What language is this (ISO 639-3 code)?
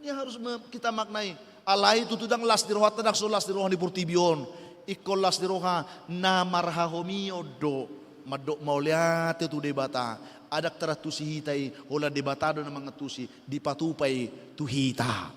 bbc